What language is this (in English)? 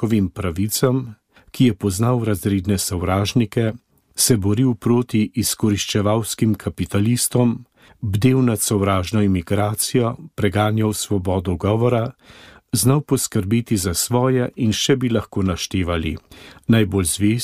Slovenian